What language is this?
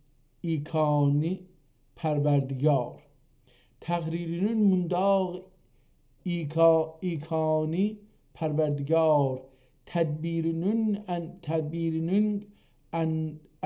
South Azerbaijani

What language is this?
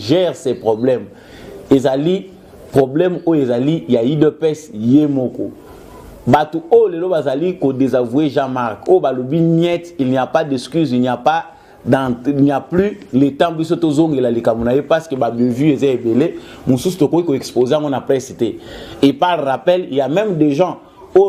Lingala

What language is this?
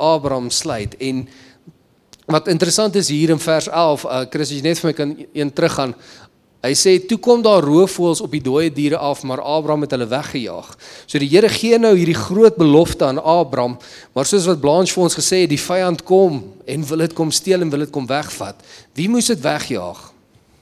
Afrikaans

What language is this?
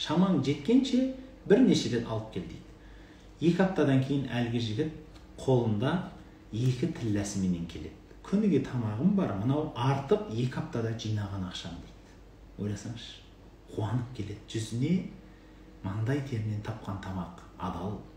Kazakh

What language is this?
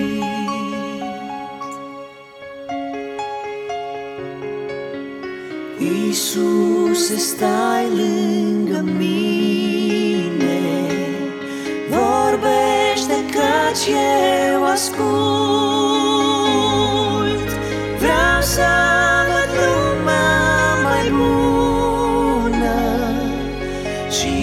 Romanian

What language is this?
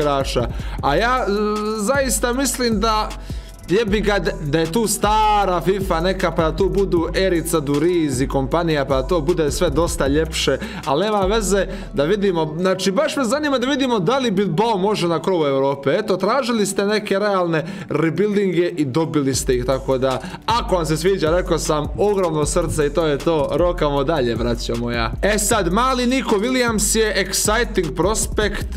Croatian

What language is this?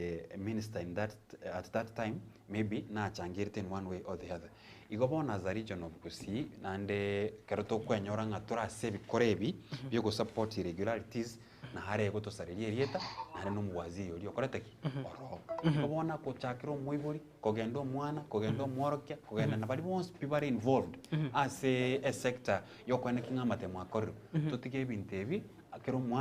Gusii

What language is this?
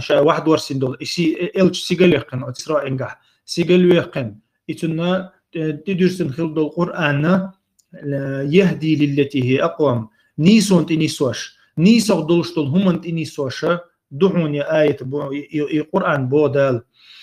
Chechen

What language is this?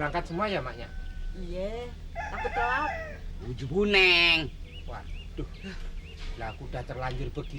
Betawi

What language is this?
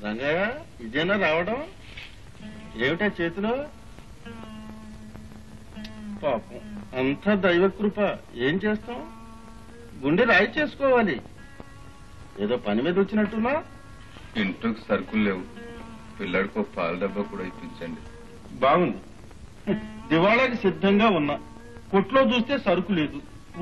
Telugu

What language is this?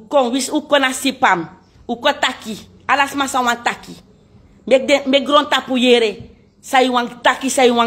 Sranan Tongo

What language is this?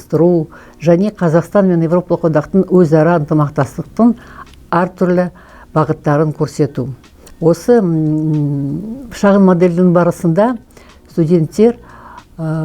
Kazakh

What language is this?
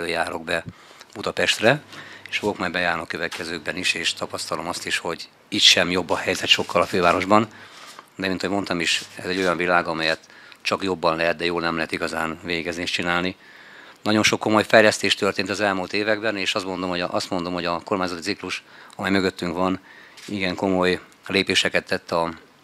Hungarian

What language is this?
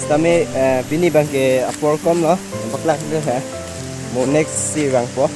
Karbi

